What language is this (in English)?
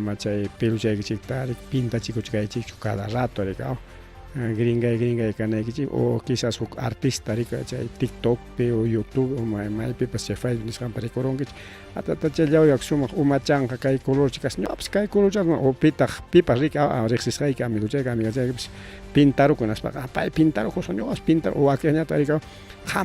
Ayacucho Quechua